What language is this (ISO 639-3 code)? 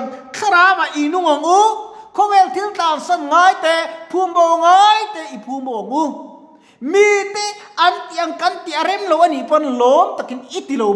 lus